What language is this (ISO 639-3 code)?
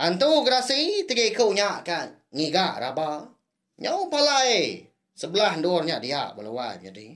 iba